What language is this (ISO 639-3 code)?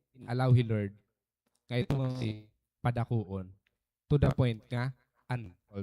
war